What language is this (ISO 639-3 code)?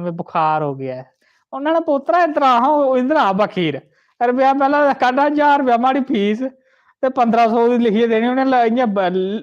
doi